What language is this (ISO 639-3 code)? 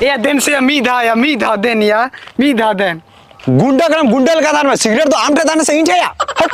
sat